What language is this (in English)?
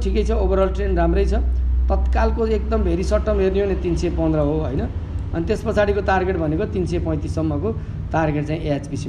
Nepali